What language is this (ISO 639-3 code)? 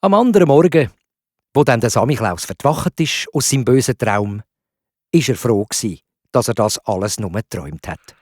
gsw